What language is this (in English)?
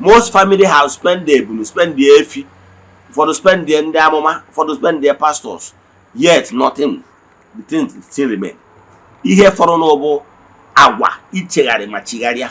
Igbo